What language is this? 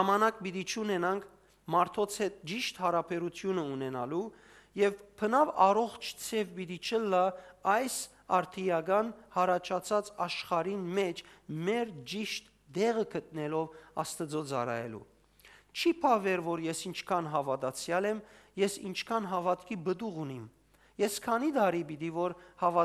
Western Armenian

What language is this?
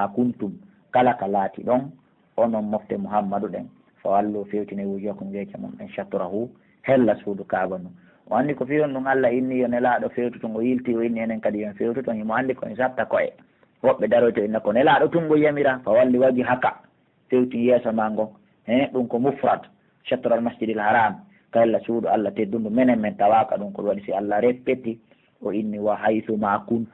Pular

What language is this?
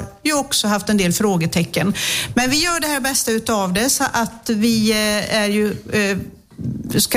Swedish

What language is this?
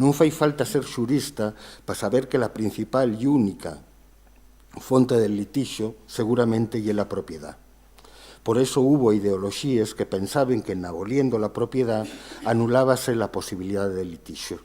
Asturian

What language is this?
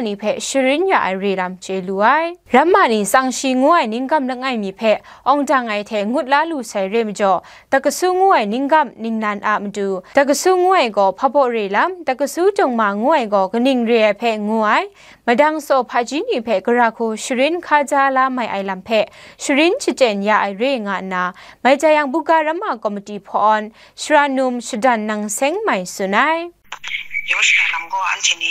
Kachin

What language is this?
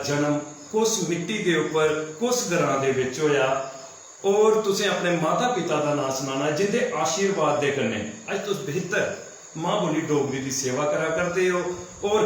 Dogri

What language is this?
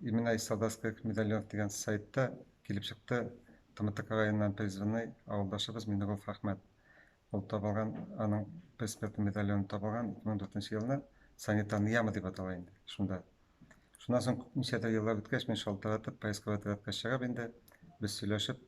Tatar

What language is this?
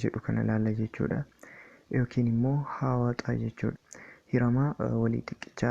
Oromo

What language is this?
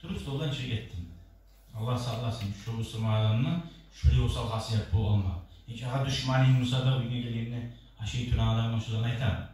Kumyk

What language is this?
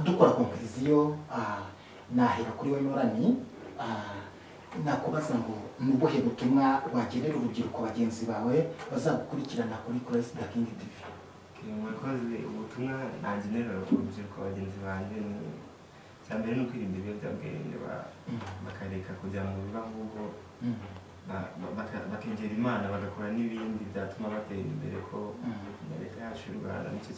Kinyarwanda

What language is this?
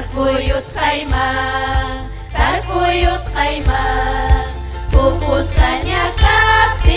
Ayacucho Quechua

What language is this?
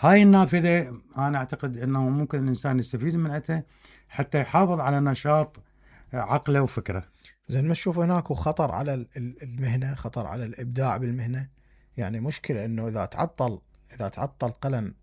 Mesopotamian Arabic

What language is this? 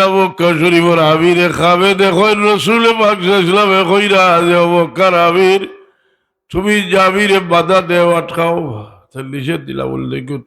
Sylheti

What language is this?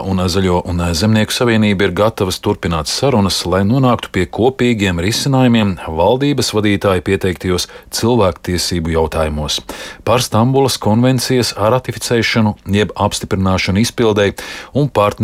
Latvian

